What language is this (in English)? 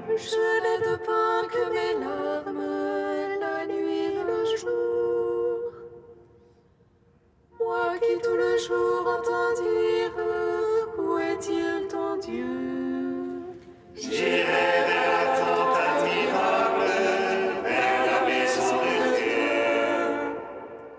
French